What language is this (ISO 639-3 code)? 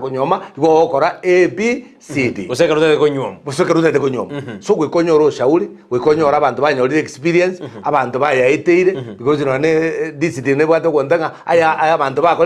guz